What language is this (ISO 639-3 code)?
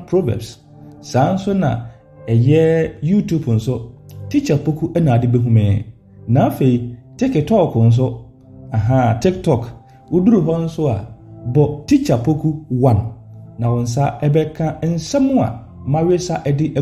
aka